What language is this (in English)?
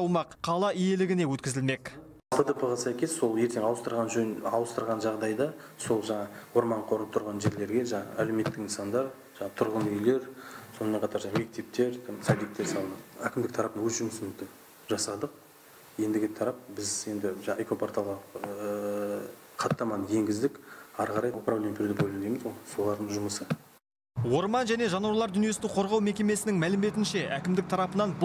Kazakh